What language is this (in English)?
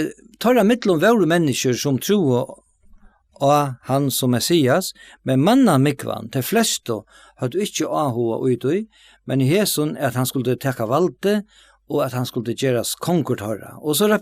Faroese